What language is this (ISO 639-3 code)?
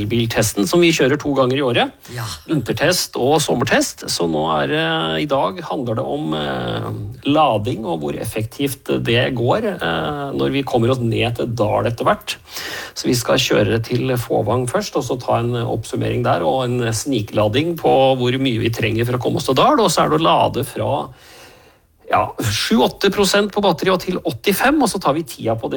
nor